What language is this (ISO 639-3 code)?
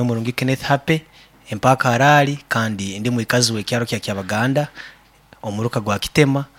nyn